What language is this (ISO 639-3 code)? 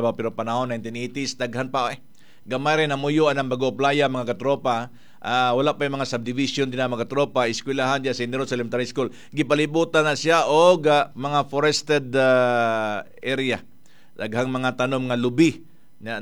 ceb